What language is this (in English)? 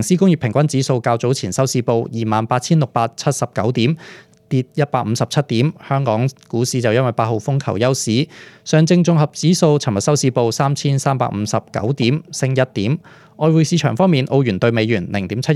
Cantonese